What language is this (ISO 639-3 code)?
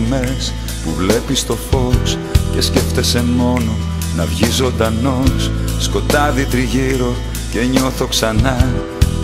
ell